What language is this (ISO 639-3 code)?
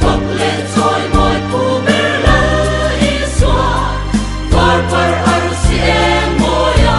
lus